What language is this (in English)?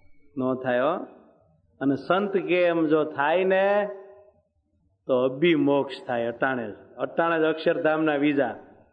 Gujarati